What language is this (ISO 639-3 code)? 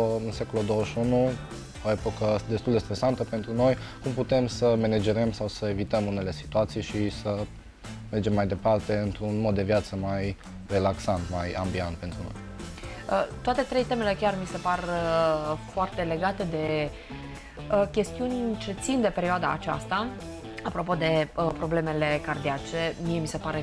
ron